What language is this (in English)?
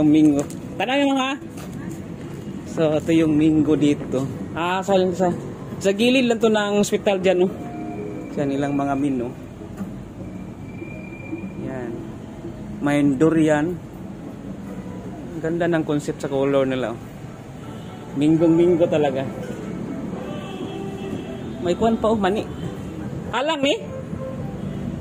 Filipino